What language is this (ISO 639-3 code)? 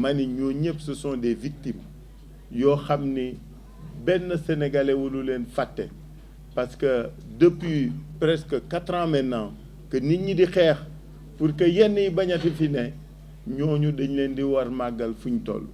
wol